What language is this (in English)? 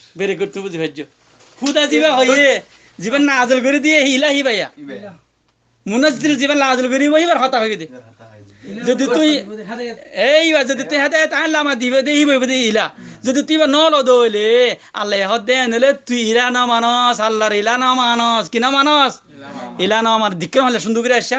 Rohingya